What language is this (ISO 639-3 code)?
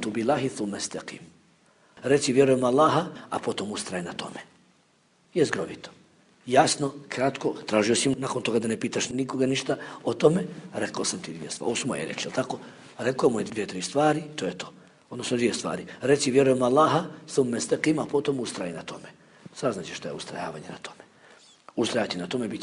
bos